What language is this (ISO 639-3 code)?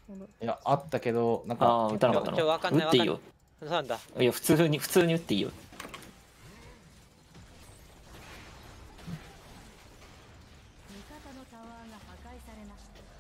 jpn